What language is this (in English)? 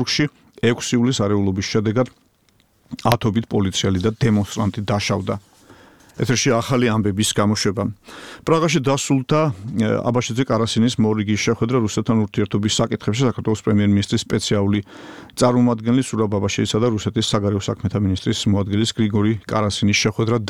Georgian